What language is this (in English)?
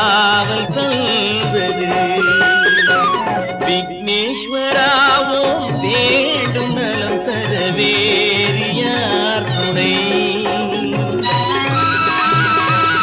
Tamil